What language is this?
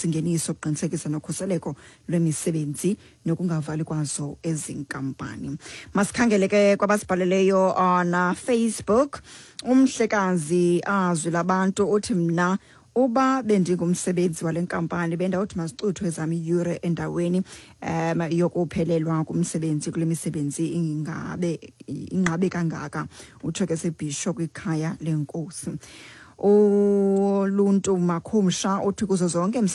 Xhosa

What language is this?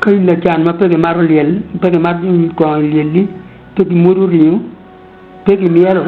Acoli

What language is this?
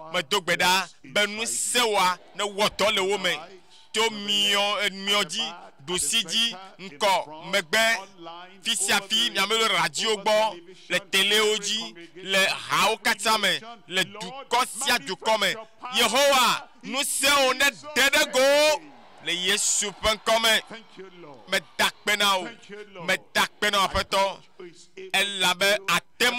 Ewe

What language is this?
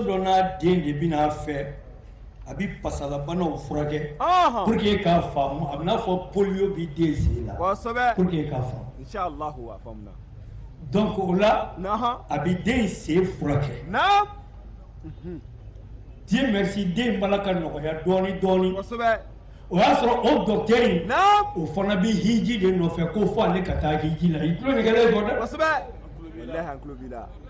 Bambara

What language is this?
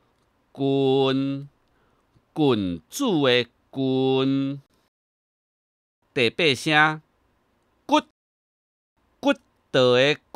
Min Nan Chinese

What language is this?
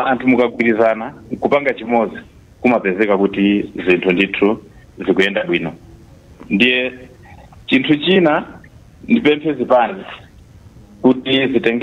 Nyanja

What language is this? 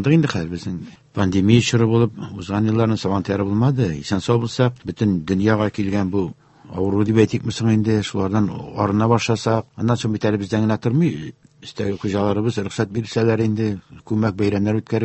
Tatar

